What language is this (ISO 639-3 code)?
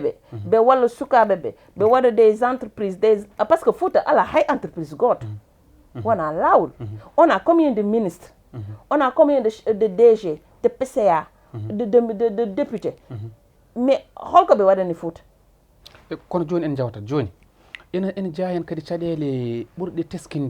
ful